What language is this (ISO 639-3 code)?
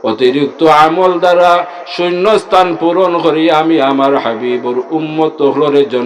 syl